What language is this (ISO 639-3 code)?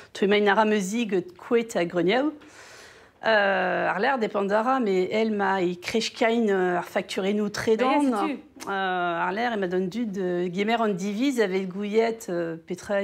bre